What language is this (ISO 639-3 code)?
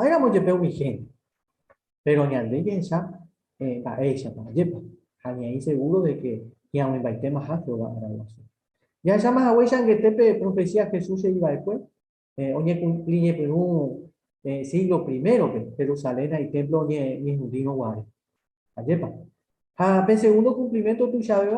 grn